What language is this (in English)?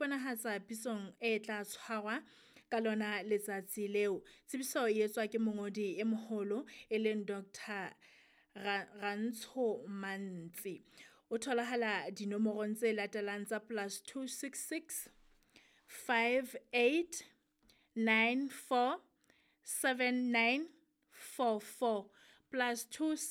Southern Sotho